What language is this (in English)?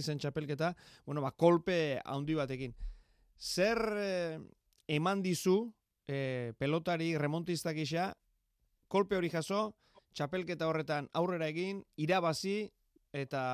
Basque